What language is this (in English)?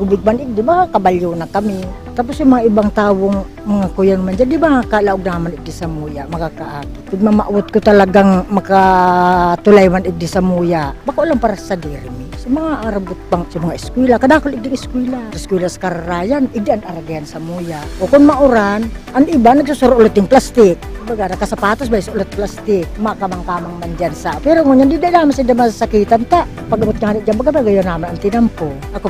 Bikol